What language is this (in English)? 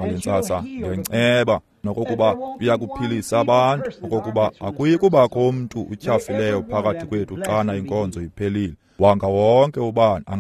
Xhosa